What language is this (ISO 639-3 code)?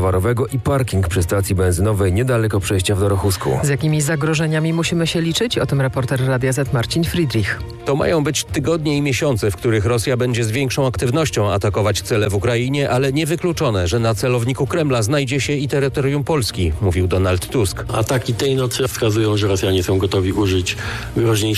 pol